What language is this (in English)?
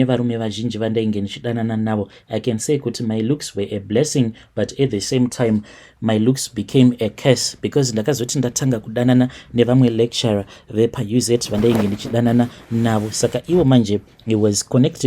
Shona